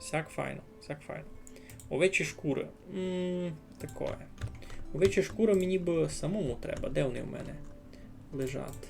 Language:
Rusyn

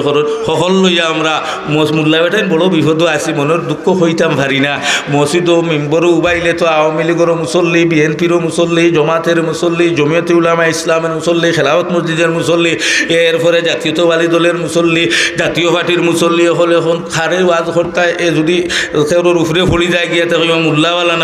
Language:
Sylheti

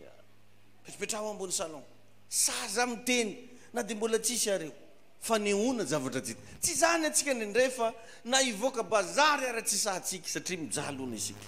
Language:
Malagasy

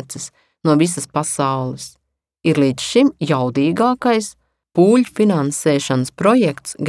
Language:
Latvian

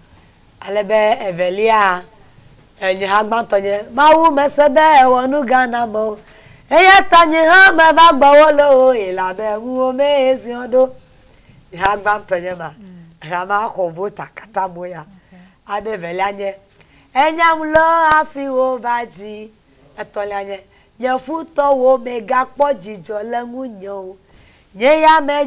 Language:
Ewe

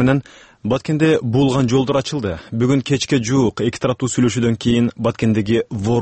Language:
Kyrgyz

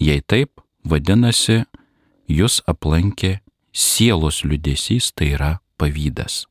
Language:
Lithuanian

